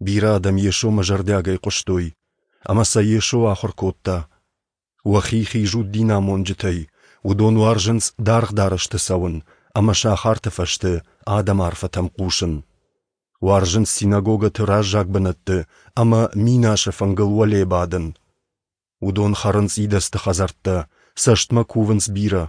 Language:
Ossetic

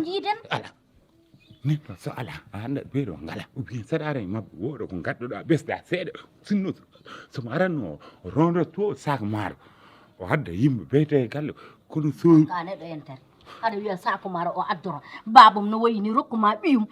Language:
Fula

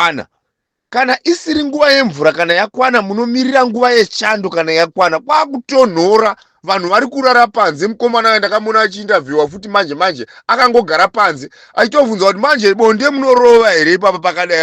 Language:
Shona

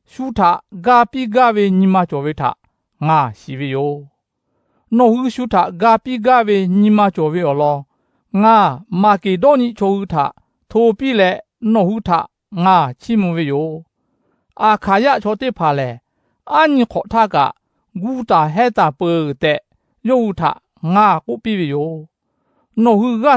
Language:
Lahu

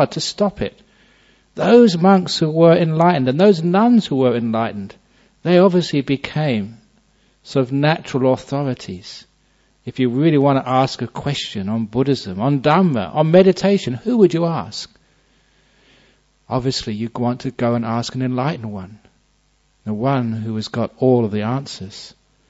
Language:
English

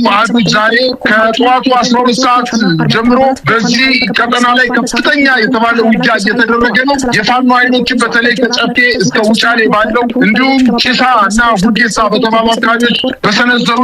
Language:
Amharic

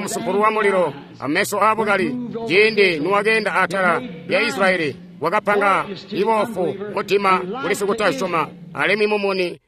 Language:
Tonga (Zambia)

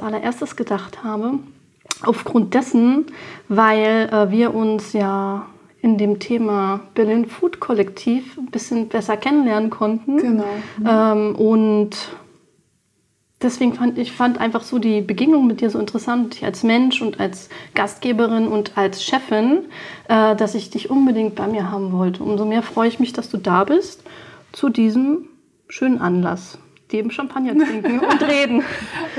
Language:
German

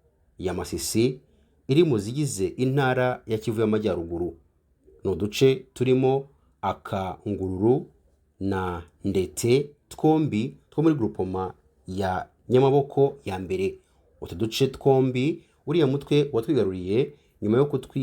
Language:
Kinyarwanda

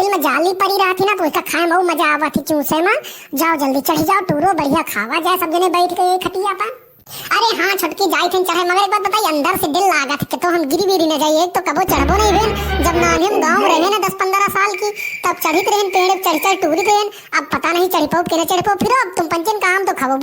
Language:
Awadhi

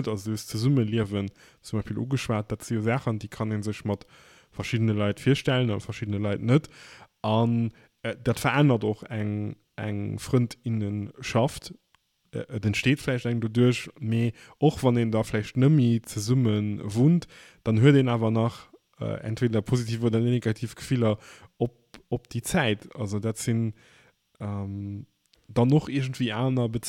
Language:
Luxembourgish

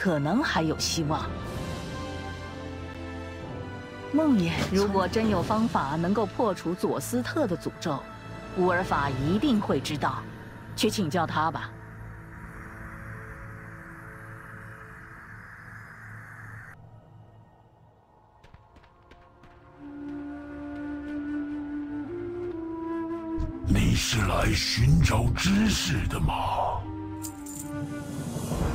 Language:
Chinese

